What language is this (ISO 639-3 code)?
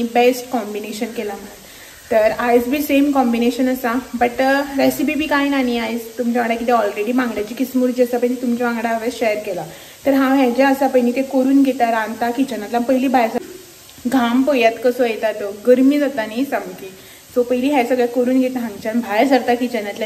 kok